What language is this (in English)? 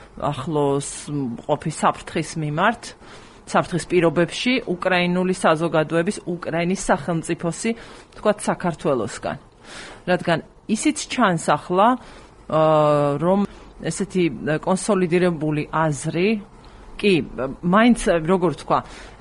Georgian